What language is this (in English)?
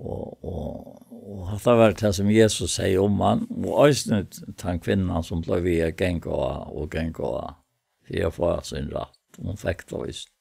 Faroese